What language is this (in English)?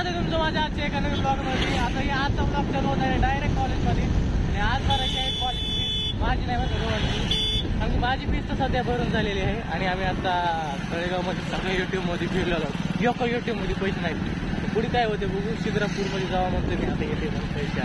Marathi